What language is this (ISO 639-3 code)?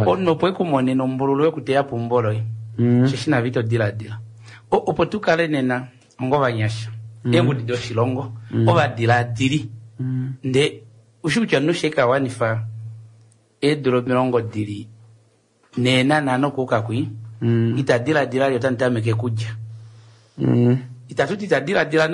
kua